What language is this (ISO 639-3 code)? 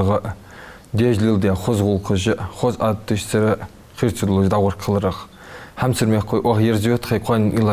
inh